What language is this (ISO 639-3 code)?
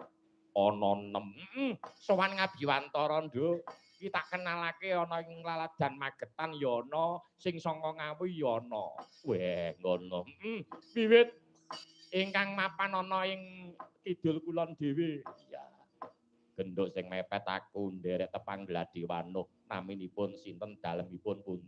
jav